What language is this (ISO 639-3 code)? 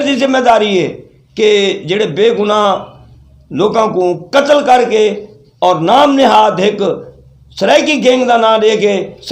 skr